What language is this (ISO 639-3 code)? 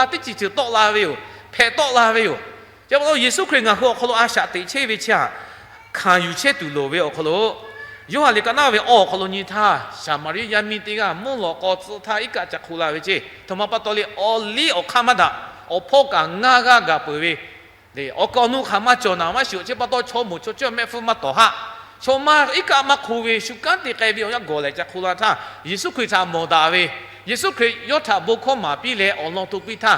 lhu